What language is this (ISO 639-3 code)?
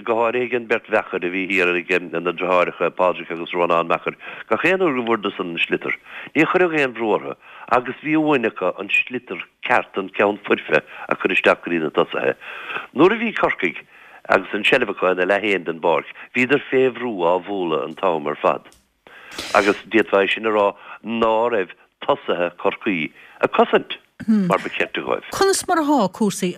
gle